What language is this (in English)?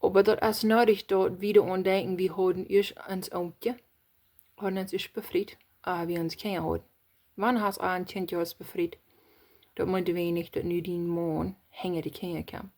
Plautdietsch